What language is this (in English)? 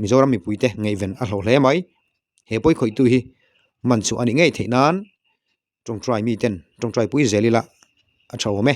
Mizo